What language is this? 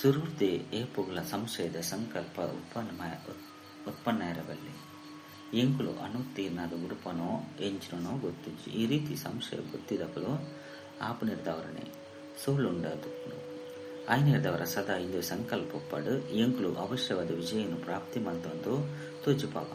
Tulu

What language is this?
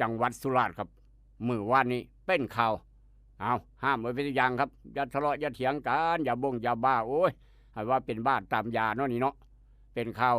Northeastern Thai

